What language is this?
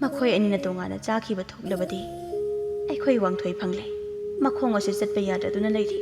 Manipuri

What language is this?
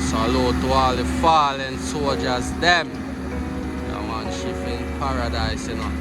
Jamaican Creole English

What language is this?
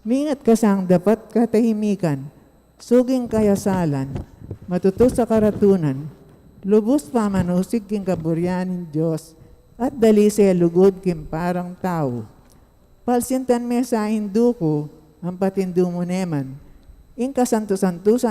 Pampanga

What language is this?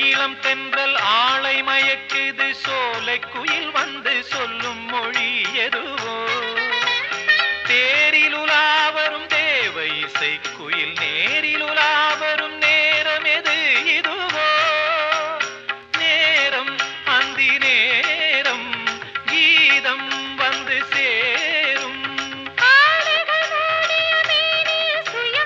Tamil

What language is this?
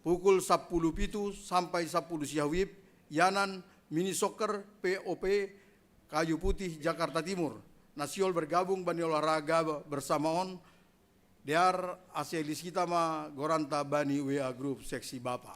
Batak Simalungun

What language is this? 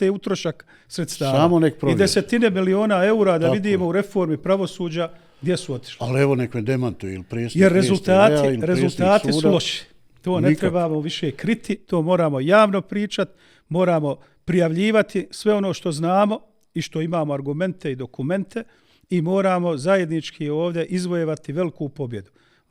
Bosnian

